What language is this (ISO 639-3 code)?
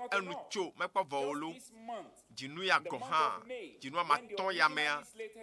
ewe